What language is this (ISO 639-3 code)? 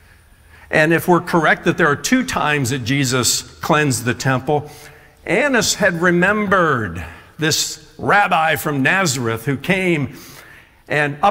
eng